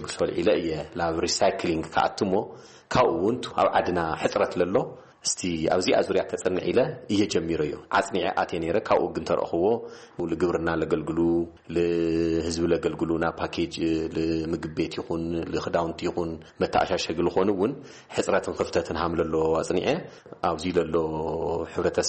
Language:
Tigrinya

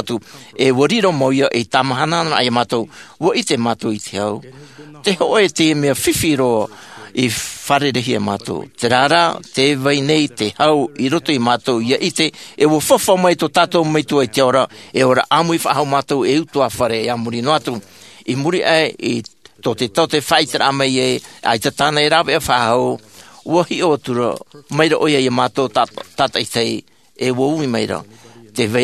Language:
Tahitian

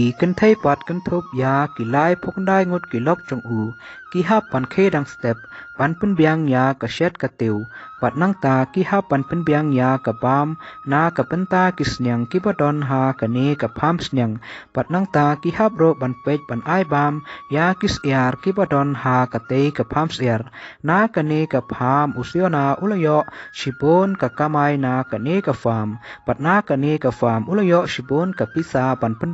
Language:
Khasi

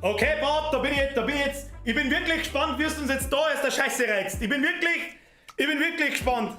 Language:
Bavarian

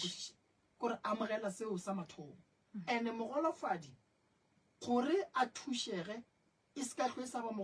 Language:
Northern Sotho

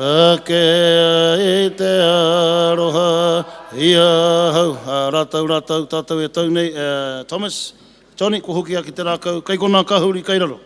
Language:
Māori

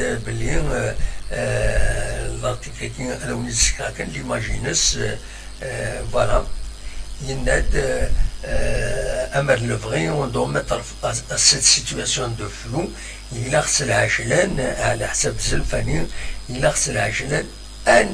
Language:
Kabyle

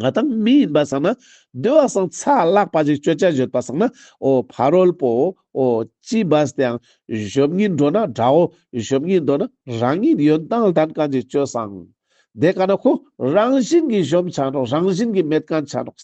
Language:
Ladakhi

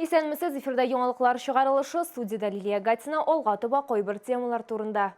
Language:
Tatar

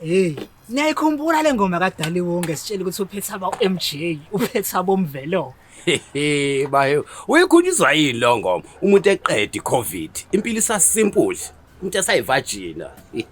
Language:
Zulu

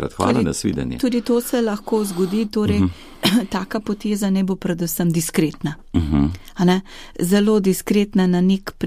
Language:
Slovenian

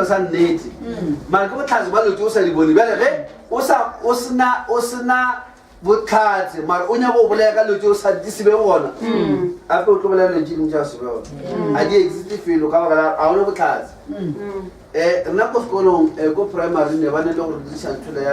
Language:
Northern Sotho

